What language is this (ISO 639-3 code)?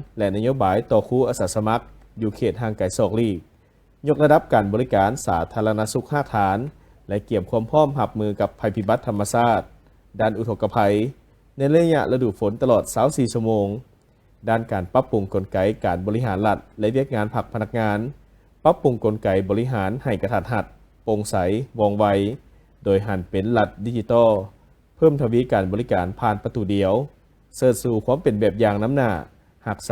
lao